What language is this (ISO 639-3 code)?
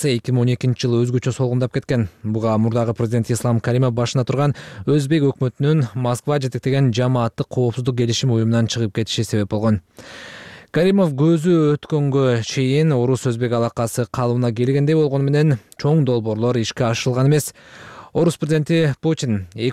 kir